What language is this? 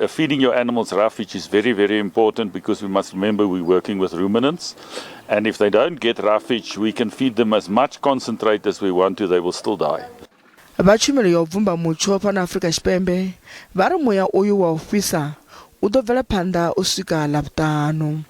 Venda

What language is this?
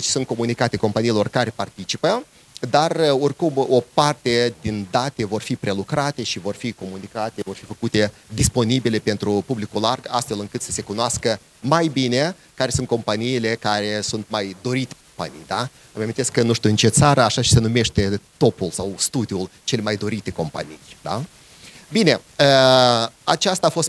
Romanian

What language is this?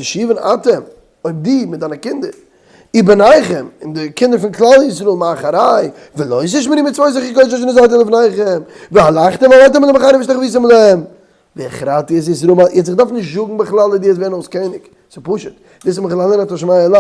Yiddish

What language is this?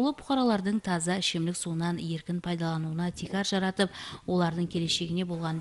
Kara-Kalpak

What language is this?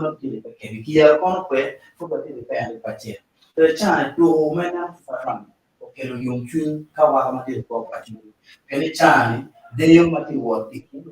Acoli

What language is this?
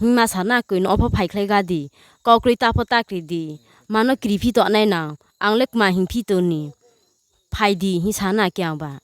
Riang (India)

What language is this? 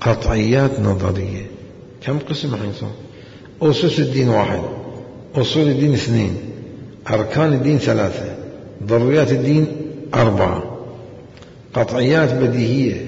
Mesopotamian Arabic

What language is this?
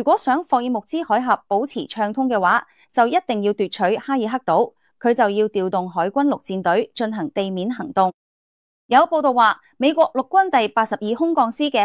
Cantonese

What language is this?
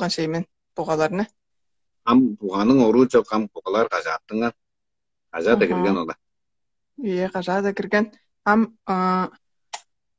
Tuvinian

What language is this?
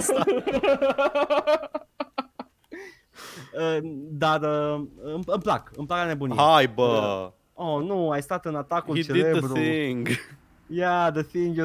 Romanian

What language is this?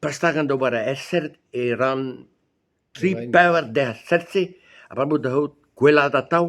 Breton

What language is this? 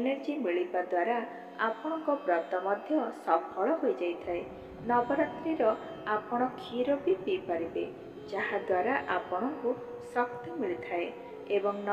Odia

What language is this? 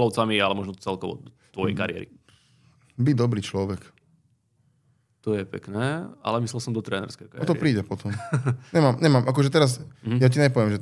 Slovak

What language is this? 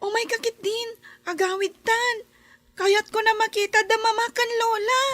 Iloko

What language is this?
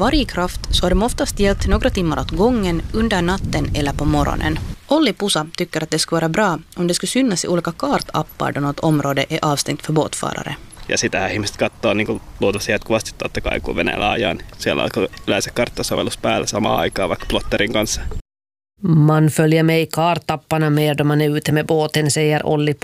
Swedish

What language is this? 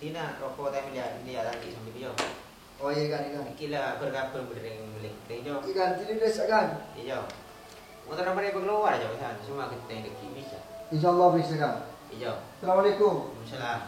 Madurese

